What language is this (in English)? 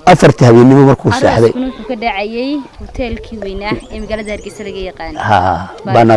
Somali